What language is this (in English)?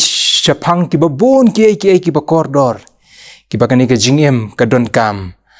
Khasi